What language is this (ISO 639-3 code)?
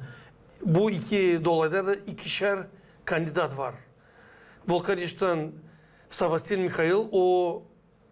gag